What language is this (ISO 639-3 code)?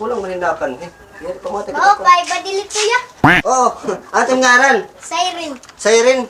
war